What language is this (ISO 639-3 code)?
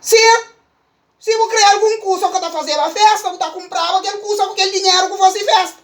kea